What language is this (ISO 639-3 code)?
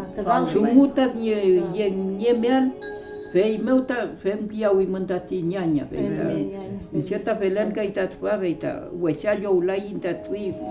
arn